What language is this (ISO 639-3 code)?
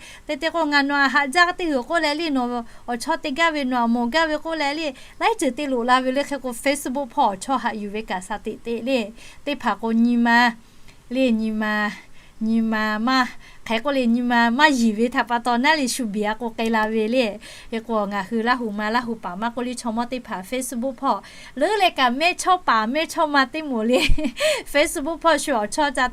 lhu